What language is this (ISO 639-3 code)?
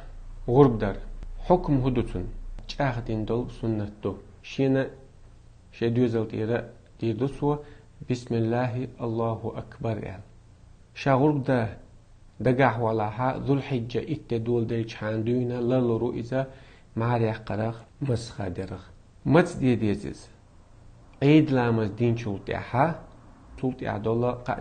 che